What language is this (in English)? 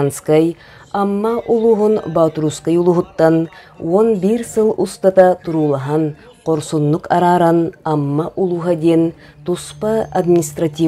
Yakut